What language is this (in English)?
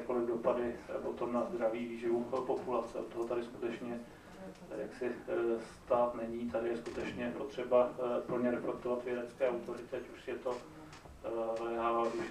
Czech